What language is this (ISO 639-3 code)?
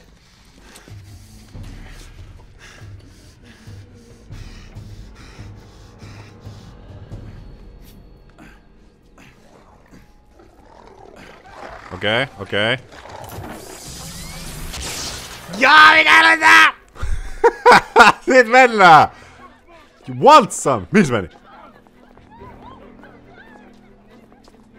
fin